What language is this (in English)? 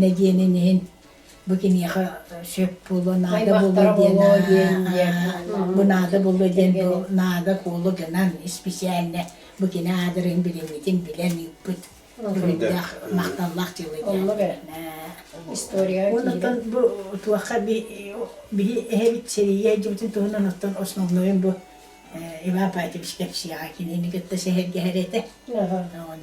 Yakut